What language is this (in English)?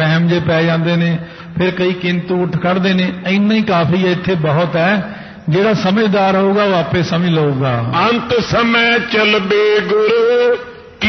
Punjabi